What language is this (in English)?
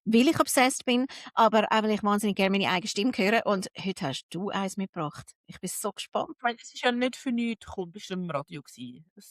Swiss German